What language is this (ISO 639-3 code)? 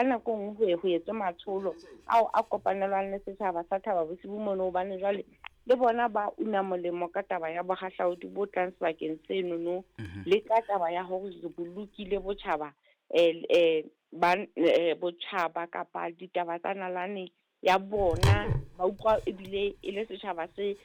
sot